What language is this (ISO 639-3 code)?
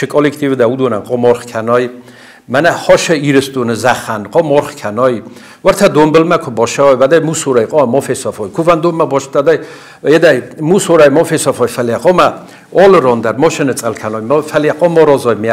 oss